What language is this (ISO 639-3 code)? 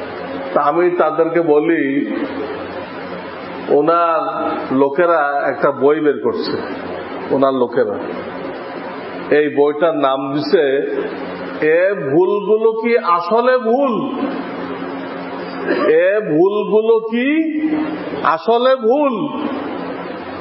ben